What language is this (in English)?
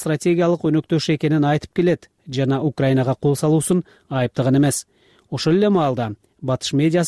Kyrgyz